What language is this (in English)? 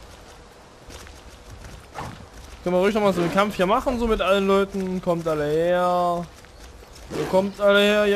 German